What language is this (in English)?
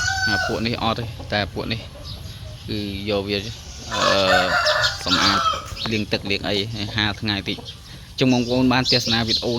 Khmer